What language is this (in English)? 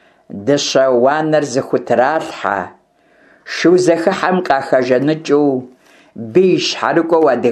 Kabardian